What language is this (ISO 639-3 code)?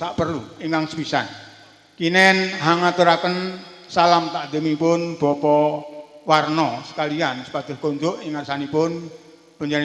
jav